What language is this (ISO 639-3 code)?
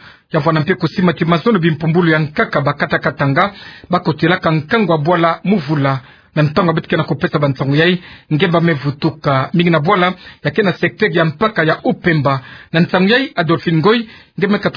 ktu